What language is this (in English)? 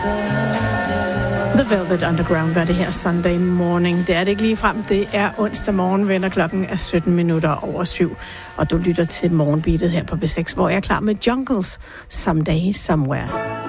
Danish